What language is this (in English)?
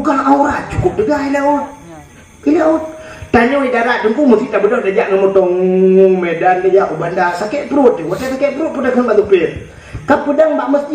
Achinese